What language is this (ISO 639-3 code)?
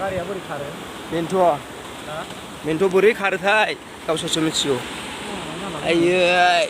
brx